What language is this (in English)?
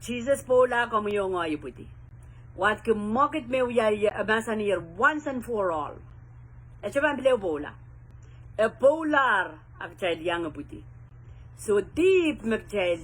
Pohnpeian